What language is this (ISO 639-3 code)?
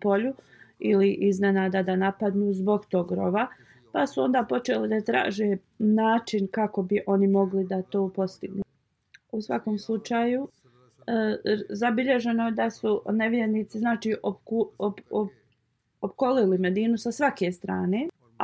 bos